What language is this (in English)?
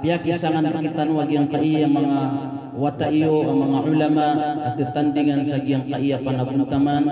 Maranao